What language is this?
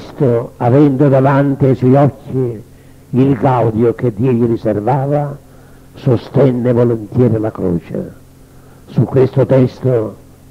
Italian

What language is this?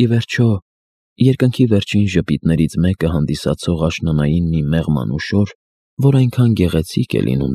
Armenian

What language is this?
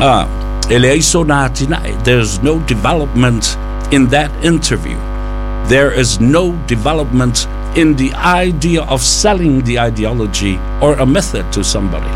Samoan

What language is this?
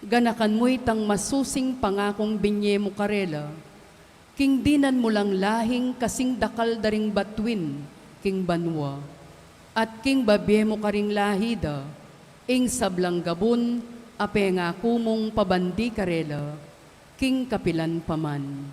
Pampanga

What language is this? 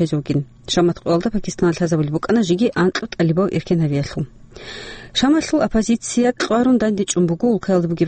Avaric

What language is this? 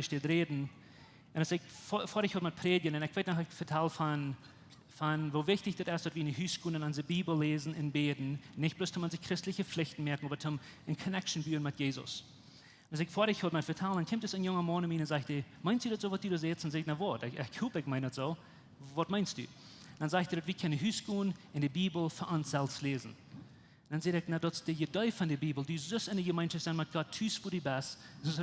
Plautdietsch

